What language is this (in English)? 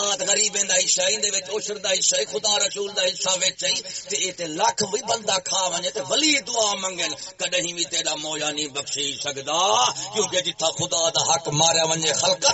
Saraiki